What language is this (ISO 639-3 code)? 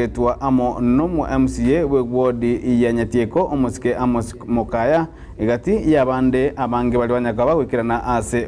guz